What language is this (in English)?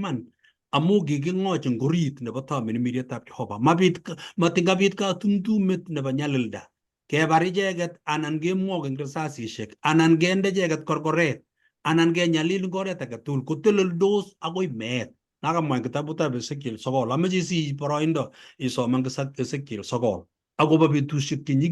Kalenjin